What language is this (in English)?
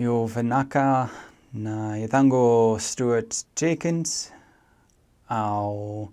Fijian